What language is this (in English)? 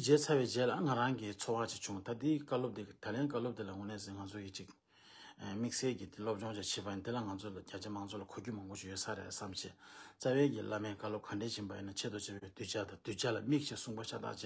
Tibetan